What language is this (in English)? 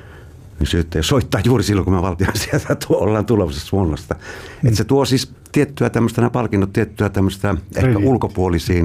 Finnish